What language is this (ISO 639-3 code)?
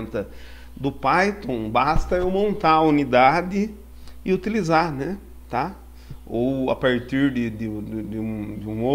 por